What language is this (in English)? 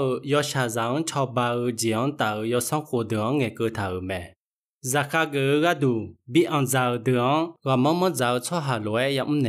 Akha